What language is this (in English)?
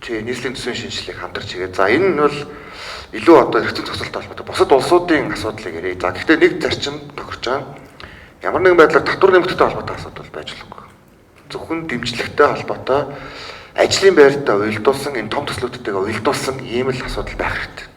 Mongolian